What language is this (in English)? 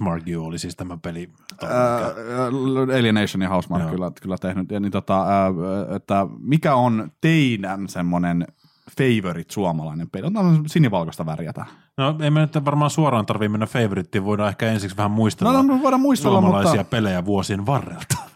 Finnish